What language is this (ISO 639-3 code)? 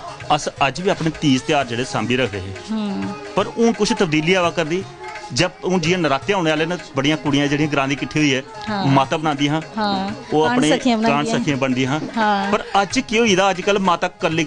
doi